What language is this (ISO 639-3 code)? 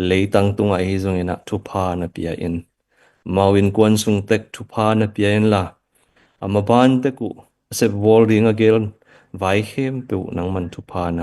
ctd